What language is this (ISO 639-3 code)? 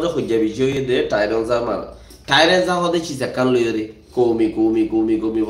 rhg